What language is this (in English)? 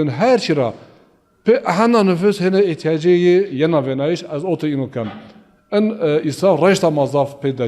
Zaza